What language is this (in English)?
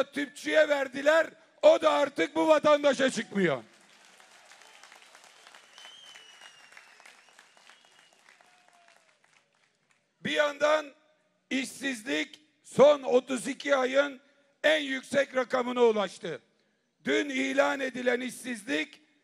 Turkish